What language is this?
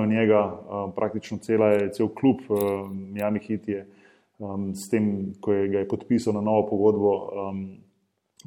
Slovenian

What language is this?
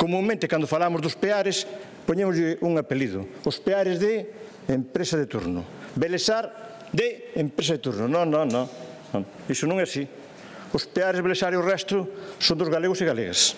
Galician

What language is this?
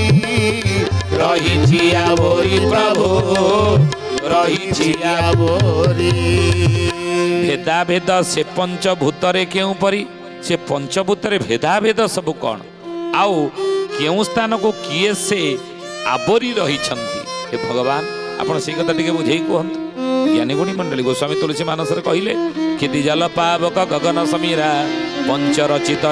Odia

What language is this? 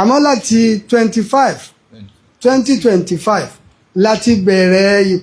Yoruba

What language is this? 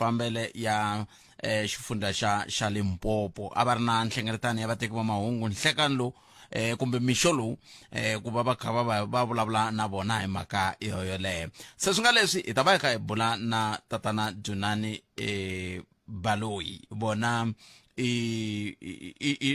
Tsonga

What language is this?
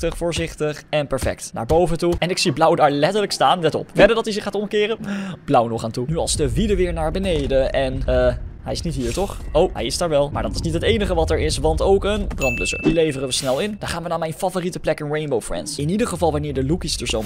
Dutch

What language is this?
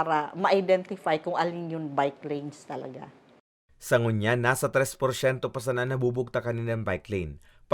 Bikol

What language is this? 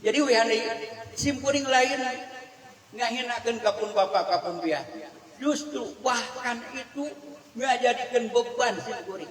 Sundanese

